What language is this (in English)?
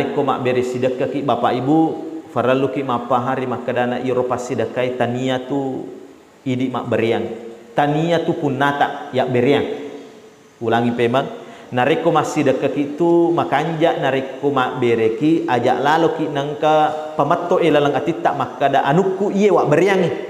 Buginese